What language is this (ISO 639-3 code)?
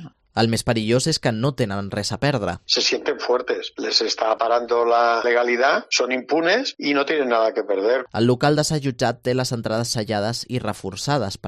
cat